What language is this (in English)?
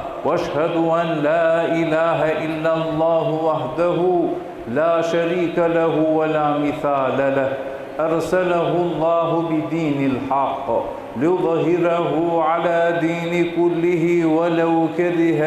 Balkan Romani